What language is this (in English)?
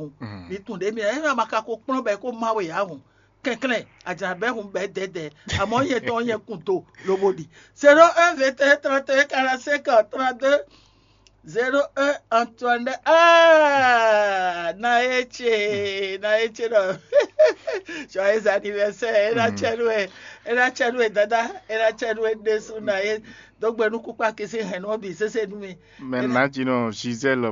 Fon